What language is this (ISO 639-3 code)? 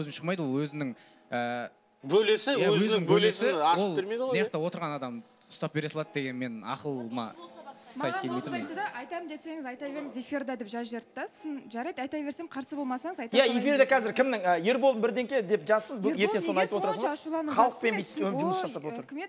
kaz